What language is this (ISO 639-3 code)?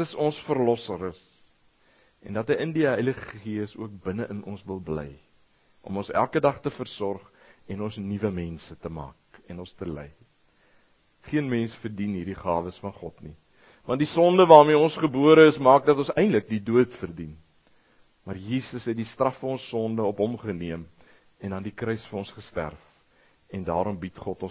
afr